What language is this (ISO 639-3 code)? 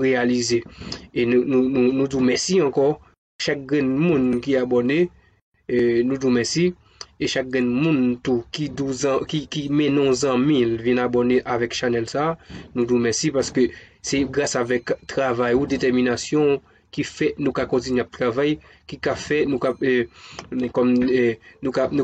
hat